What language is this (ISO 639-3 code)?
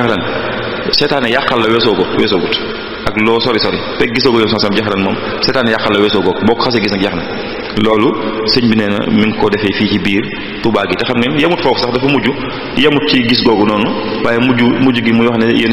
wol